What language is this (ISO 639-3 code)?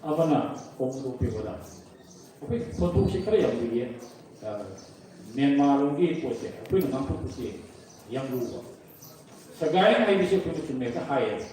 mni